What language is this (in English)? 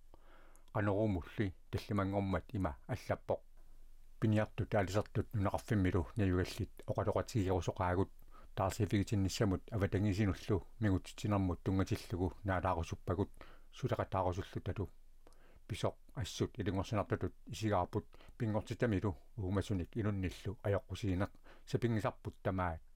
Kalaallisut